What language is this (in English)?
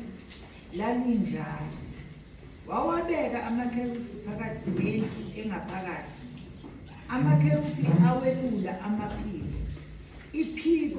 Zulu